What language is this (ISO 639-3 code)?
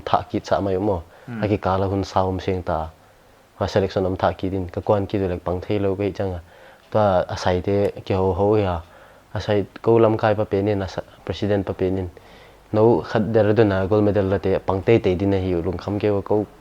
pck